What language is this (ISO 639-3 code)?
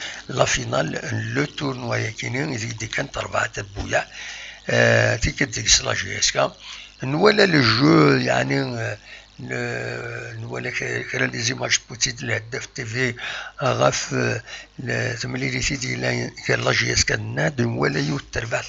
kab